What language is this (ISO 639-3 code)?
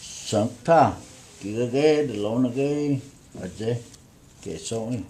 chr